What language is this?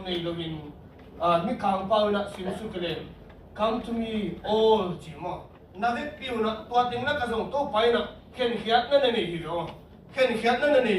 Tedim Chin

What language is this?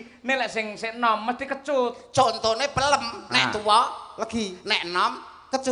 Javanese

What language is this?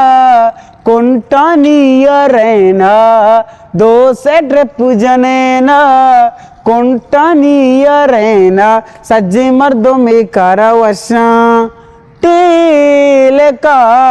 Eastern Balochi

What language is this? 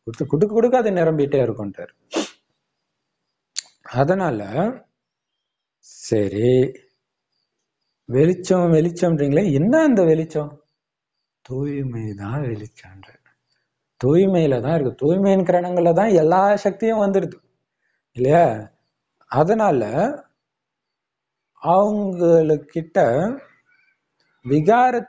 Tamil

